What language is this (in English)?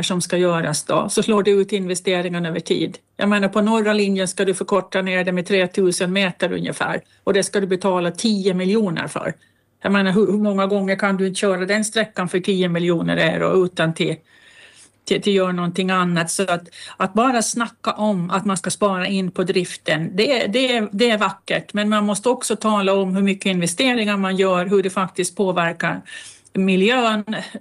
Swedish